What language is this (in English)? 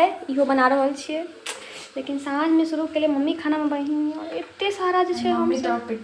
Maithili